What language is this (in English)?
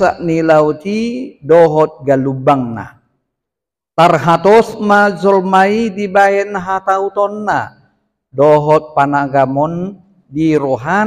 Batak Toba